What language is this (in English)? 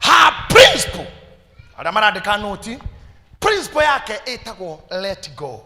Kikuyu